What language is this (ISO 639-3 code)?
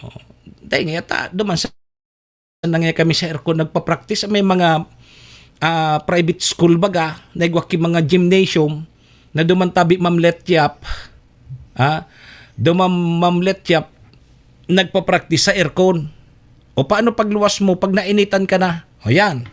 bik